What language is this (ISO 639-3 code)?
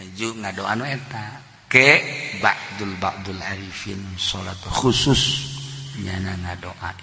sun